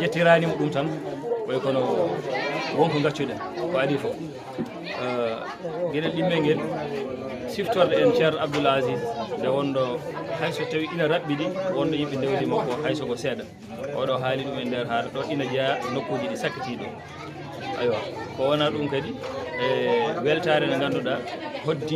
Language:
Fula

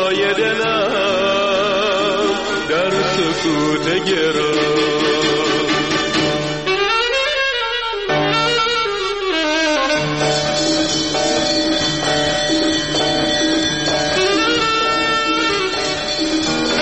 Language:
Persian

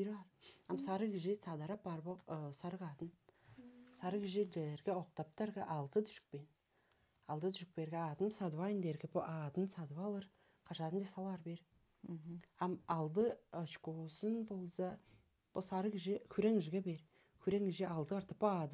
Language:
Tuvinian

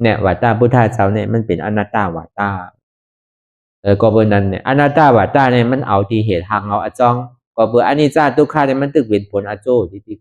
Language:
Shan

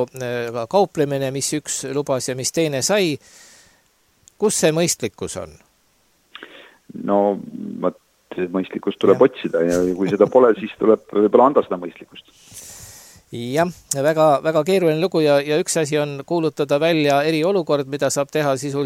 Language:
Estonian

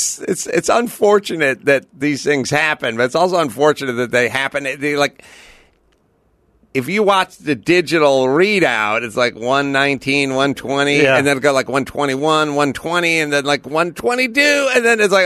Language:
English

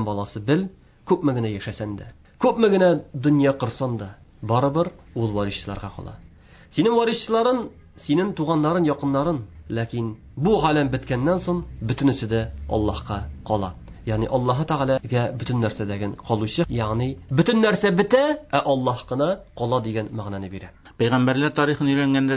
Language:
Tatar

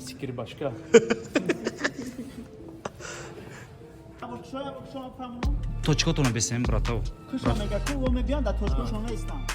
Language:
Tajik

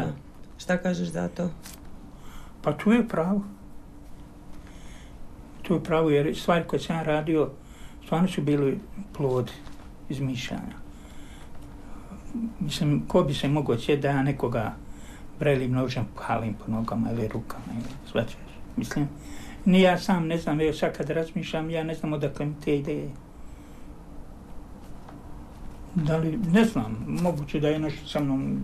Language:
Croatian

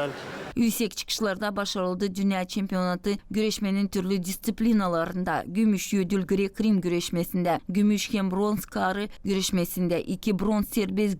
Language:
Gagauz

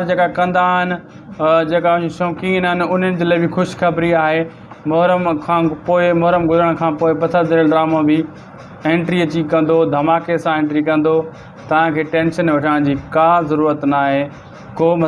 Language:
Sindhi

